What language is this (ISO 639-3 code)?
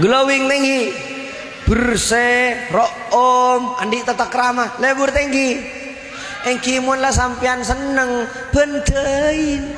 mad